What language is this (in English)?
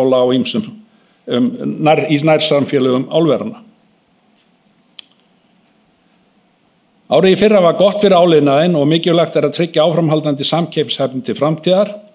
Icelandic